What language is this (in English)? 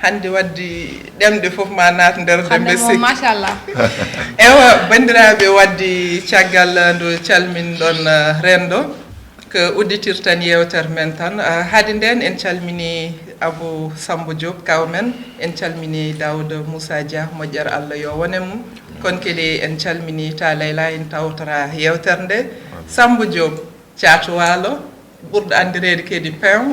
Fula